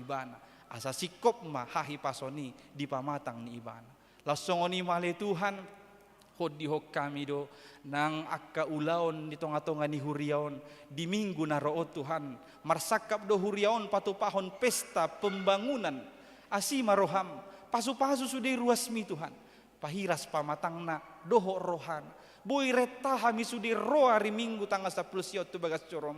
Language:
Batak Toba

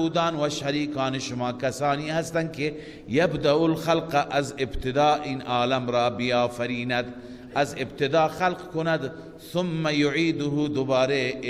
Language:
Persian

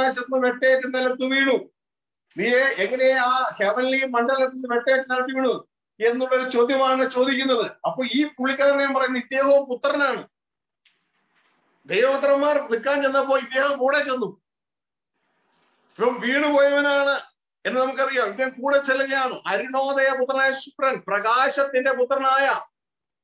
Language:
Malayalam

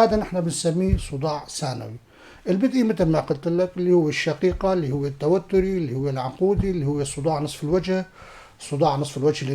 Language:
North Levantine Arabic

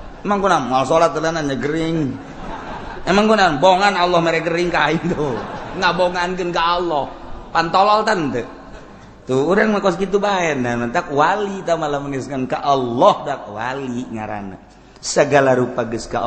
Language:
Sundanese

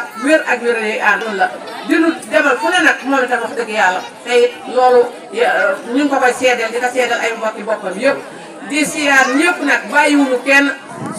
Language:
Wolof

